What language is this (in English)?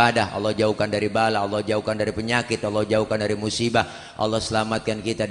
Betawi